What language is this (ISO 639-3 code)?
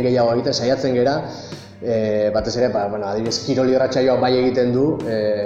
eus